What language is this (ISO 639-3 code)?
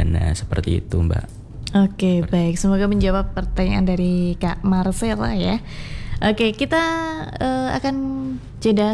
ind